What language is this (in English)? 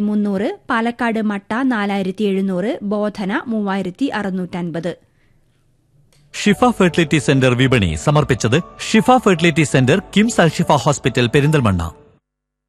Malayalam